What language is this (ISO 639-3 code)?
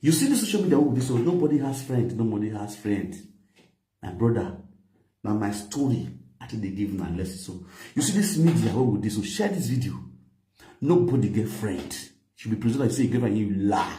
pcm